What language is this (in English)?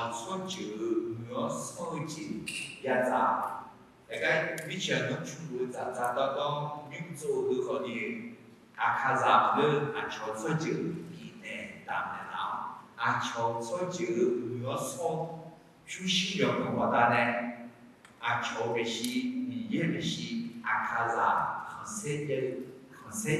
Akha